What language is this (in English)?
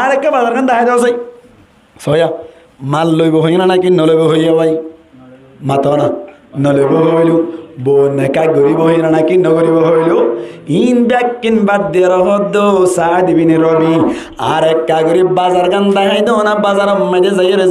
Rohingya